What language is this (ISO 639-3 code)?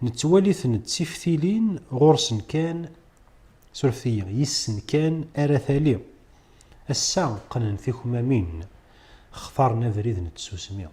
kab